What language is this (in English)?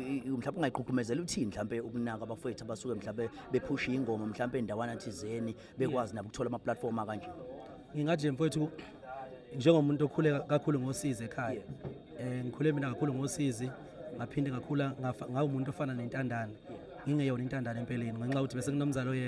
Zulu